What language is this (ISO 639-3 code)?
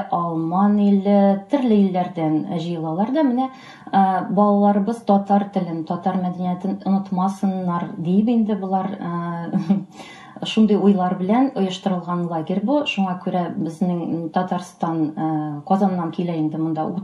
tat